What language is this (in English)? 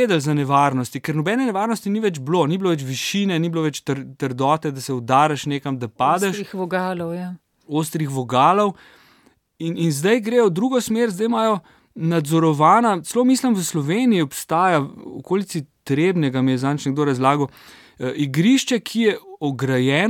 Slovenian